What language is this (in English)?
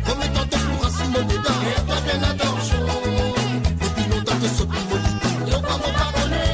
Morisyen